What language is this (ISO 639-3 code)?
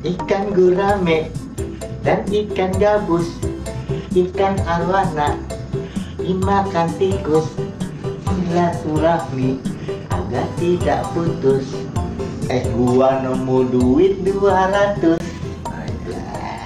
bew